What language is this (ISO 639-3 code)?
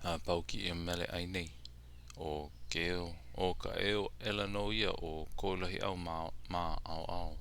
haw